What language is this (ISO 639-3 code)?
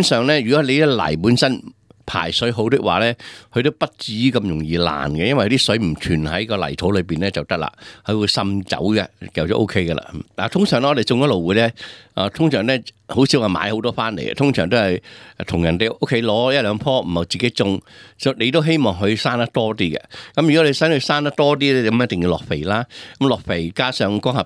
yue